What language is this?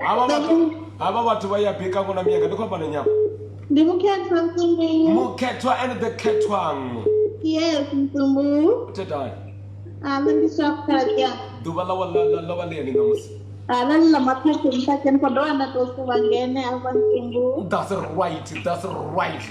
Venda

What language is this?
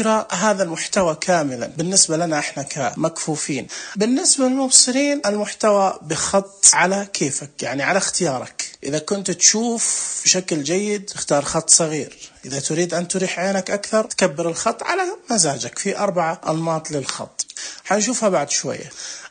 Najdi Arabic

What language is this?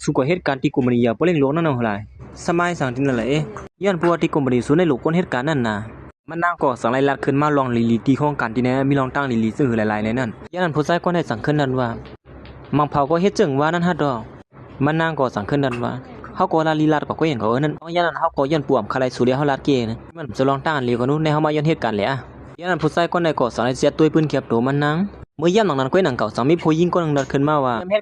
Shan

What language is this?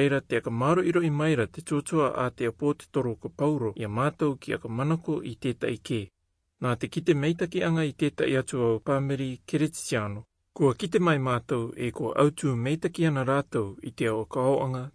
Rarotongan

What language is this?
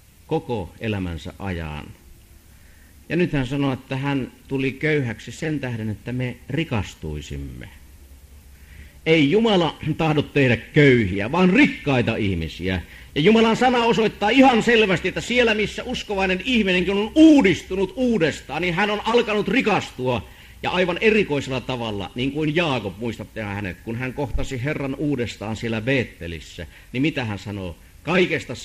Finnish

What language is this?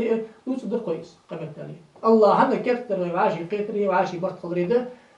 Ingush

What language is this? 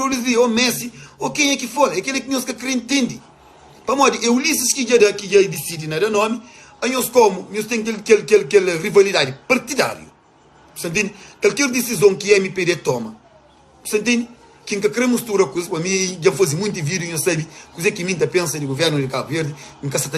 Kabuverdianu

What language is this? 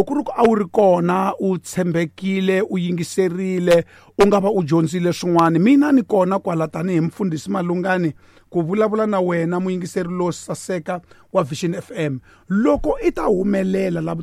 Tsonga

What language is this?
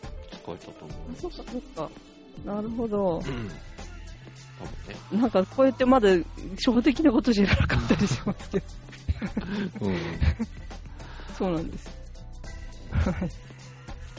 Japanese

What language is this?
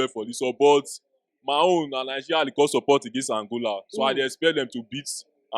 Nigerian Pidgin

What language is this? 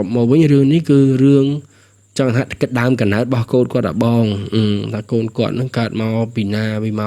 Khmer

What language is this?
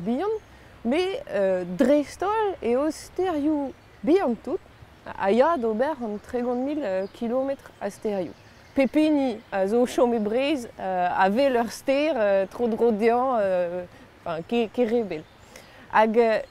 Breton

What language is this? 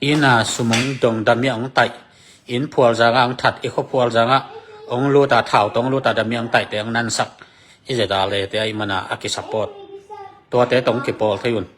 Tedim Chin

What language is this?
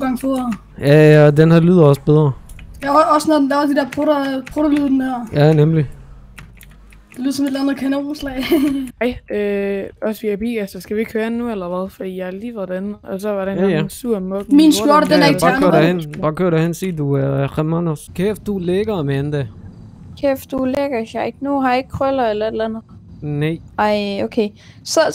Danish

